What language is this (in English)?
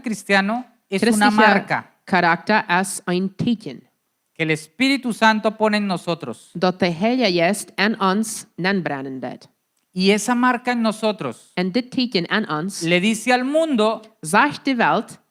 Plautdietsch